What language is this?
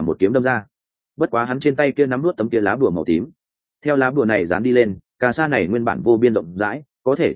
Vietnamese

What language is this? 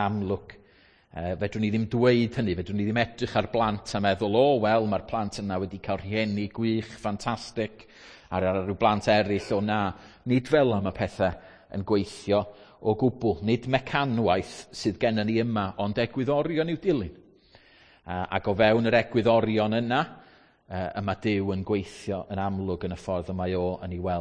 Welsh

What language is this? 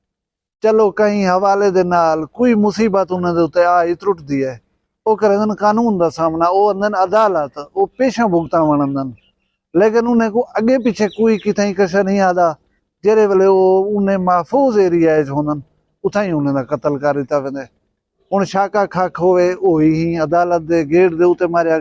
Saraiki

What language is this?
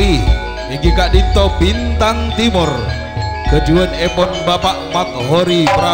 Madurese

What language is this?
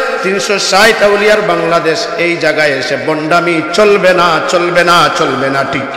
Sylheti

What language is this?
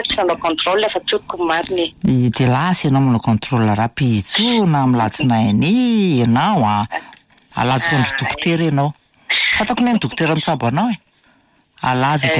Malagasy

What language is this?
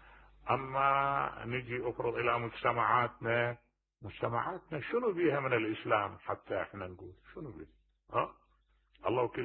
Mesopotamian Arabic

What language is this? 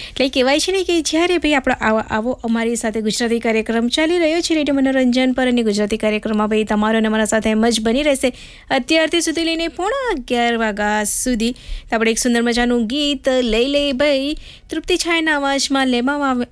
Gujarati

